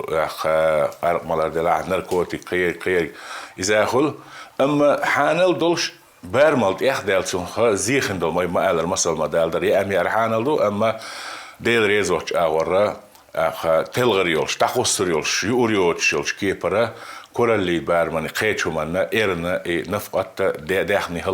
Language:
Chechen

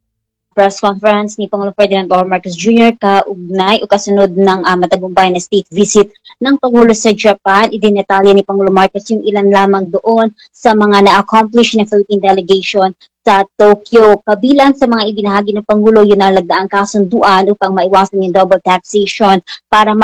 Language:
Filipino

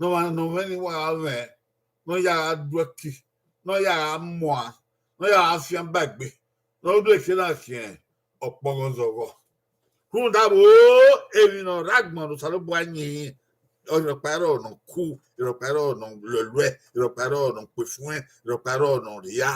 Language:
Bini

